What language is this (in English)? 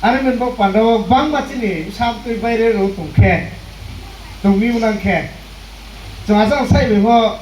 Riang (India)